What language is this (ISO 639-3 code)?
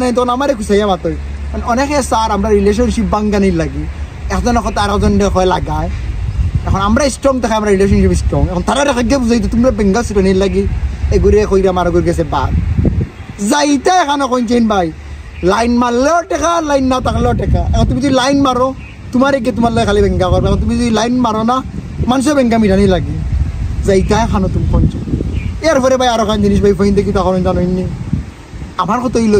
syl